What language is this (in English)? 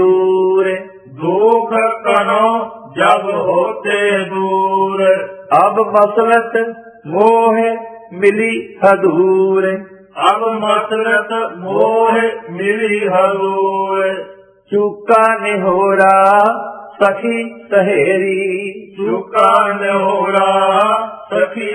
Punjabi